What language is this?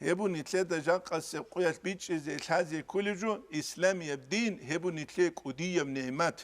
Avaric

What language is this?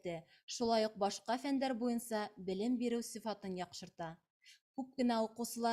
Bashkir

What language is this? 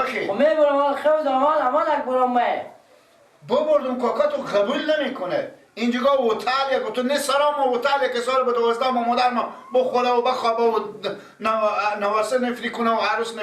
Persian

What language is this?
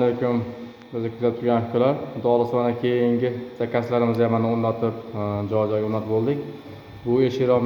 Uzbek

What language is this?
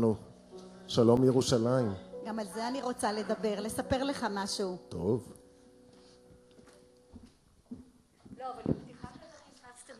Hebrew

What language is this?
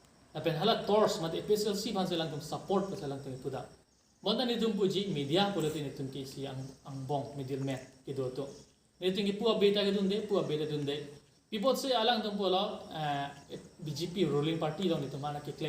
Karbi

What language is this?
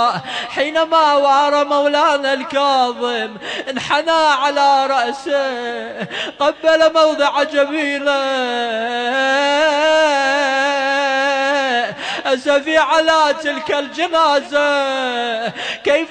Arabic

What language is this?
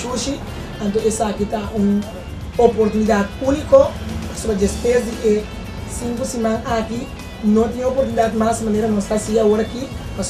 Papiamento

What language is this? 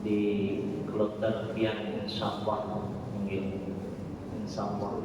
Banjar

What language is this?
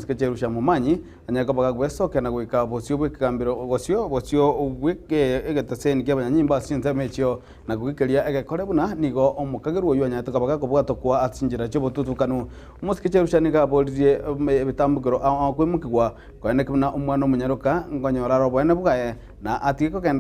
Gusii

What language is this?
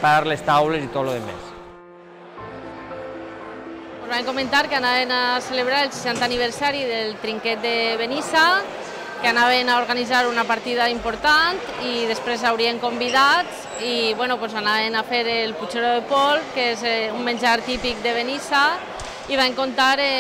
Catalan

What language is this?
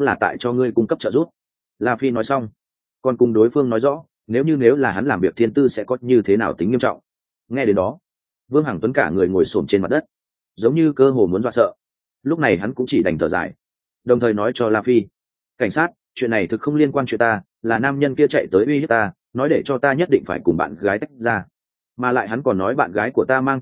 Vietnamese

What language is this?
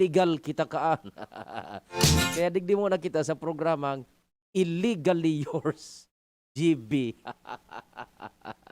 Bikol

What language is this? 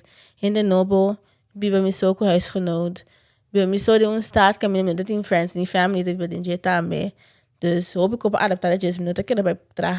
Papiamento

